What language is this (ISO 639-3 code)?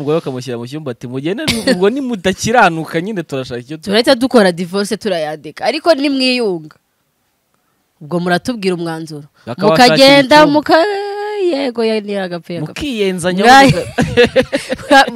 kin